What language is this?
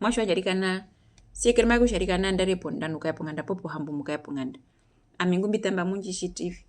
Herero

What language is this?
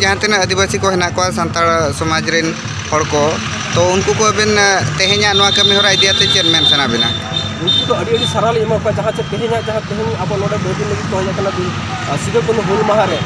Santali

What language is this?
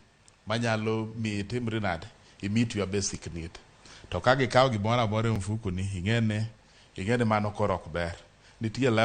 Luo (Kenya and Tanzania)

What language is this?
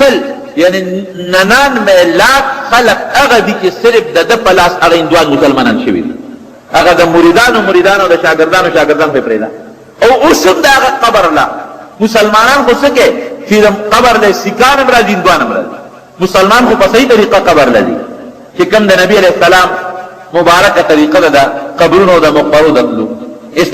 Pashto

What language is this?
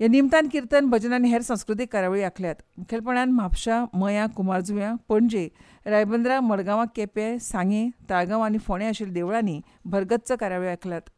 Konkani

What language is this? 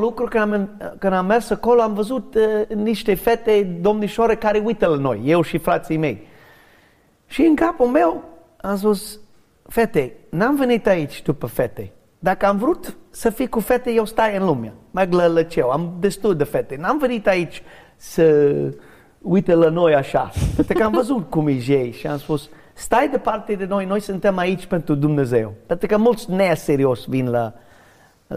Romanian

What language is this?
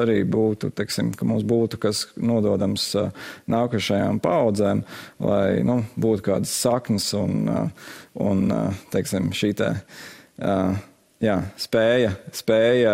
Latvian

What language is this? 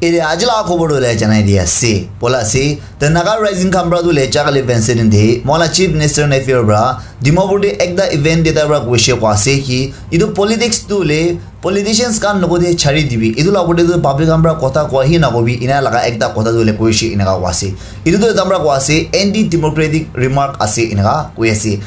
Naga Pidgin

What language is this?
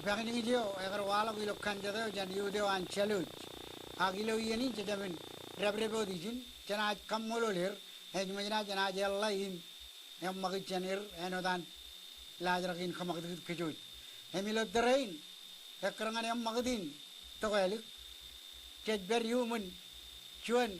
Marshallese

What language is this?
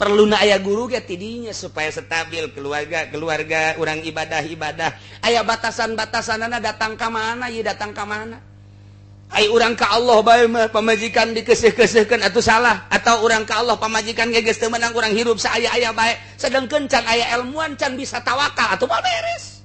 Sundanese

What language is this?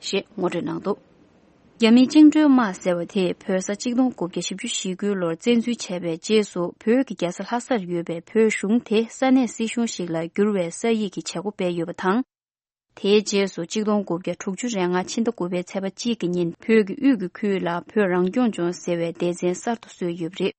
Tibetan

